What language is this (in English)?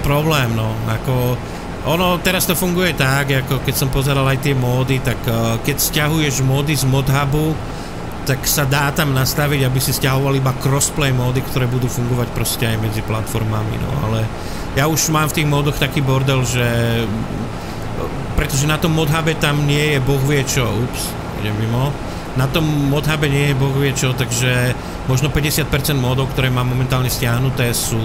Slovak